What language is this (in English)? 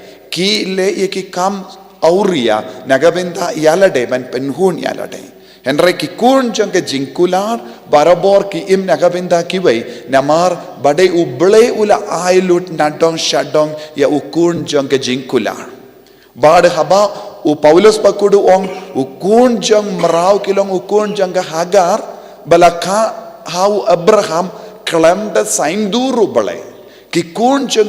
Khasi